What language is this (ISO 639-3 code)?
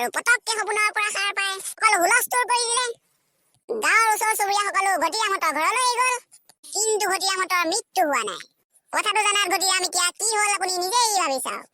asm